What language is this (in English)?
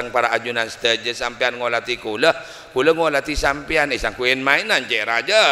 Madurese